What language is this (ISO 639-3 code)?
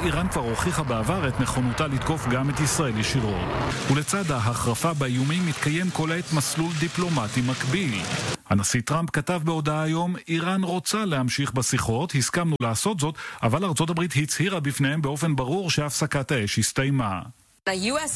heb